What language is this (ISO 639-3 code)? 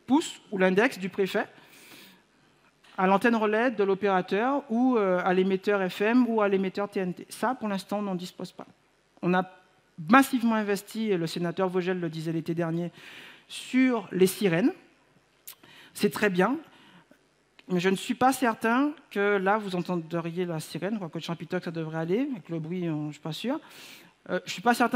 fra